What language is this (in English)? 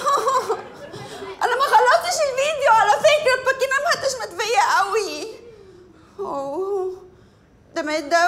Egyptian Arabic